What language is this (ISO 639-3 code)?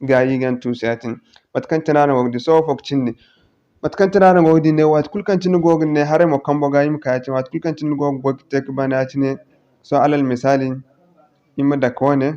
dje